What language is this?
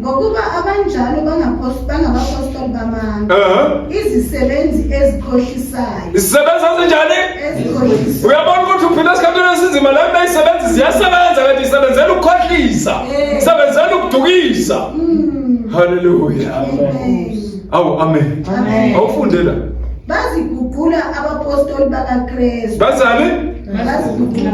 Zulu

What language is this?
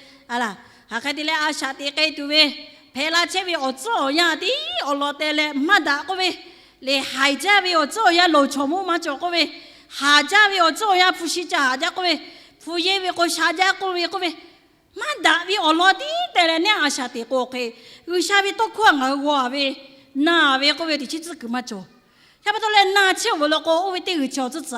Lahu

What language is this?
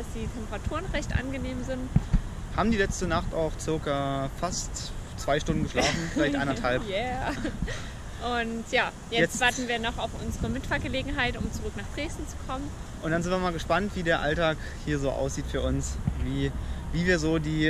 German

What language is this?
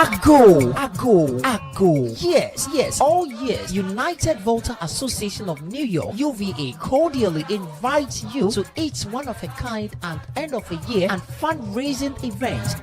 Ewe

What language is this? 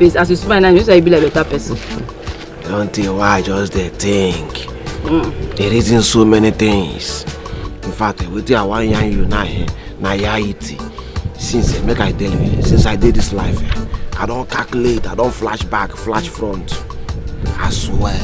Nigerian Pidgin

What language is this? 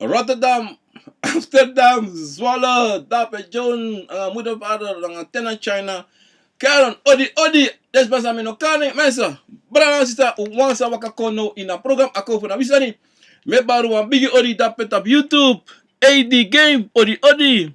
Sranan Tongo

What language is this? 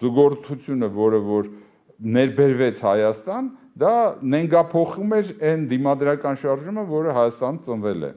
Armenian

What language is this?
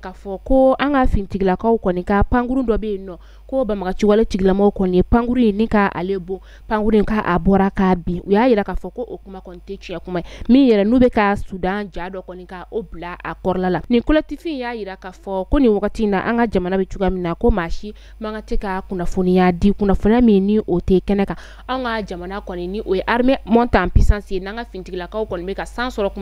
Bambara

